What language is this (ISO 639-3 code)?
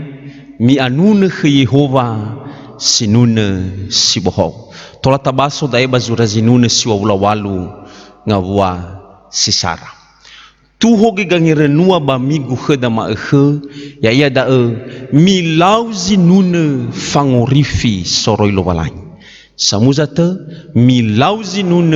nia